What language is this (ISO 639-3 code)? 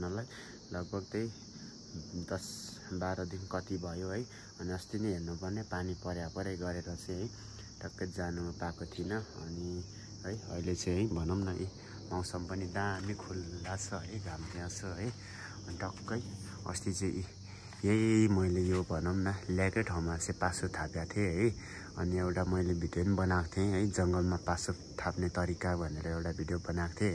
nep